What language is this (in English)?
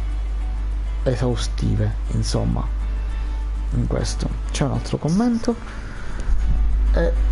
Italian